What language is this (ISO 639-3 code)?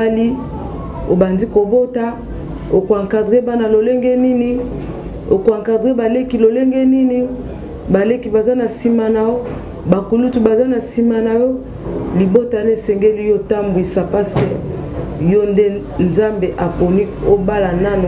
lin